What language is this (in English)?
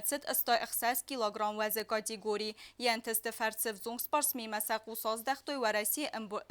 Ossetic